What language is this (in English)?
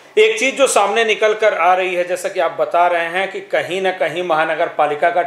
Hindi